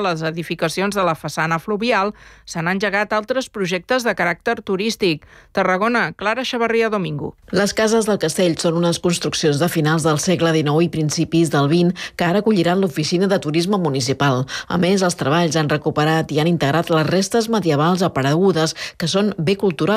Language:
Catalan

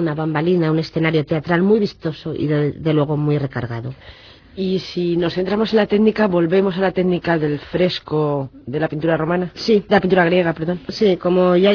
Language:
Spanish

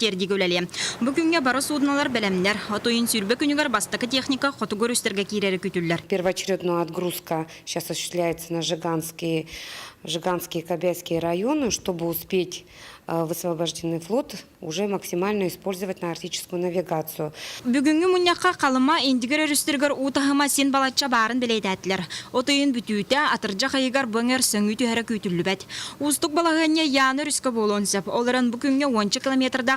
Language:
Yakut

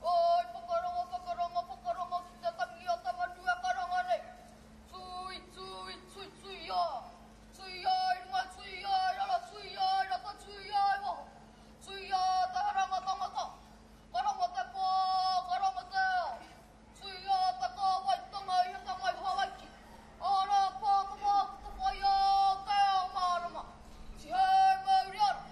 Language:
Māori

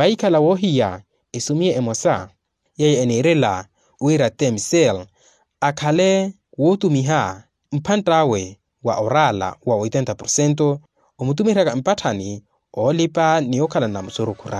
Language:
Makhuwa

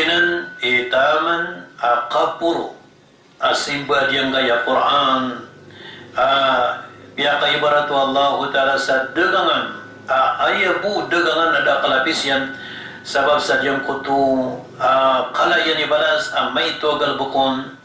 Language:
Maranao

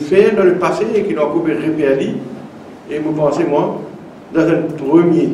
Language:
Morisyen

